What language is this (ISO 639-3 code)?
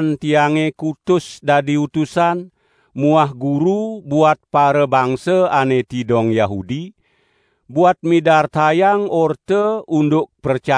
ban